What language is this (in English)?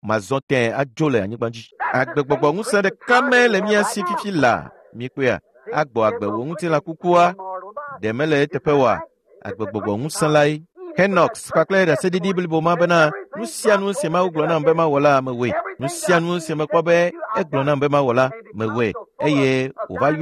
Ewe